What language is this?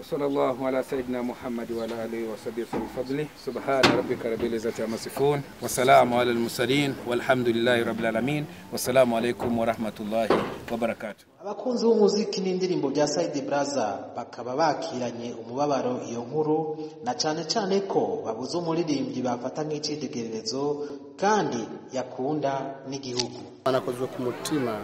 Rundi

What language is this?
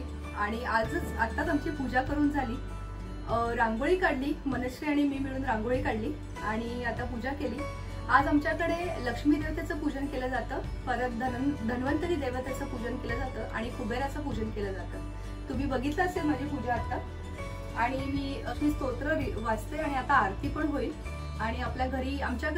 Marathi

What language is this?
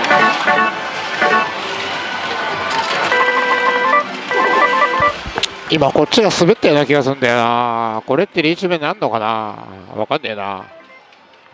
Japanese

